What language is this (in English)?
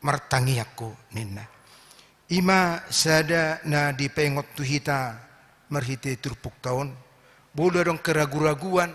Batak Toba